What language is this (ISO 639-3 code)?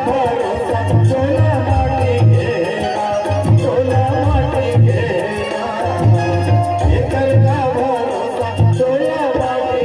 hne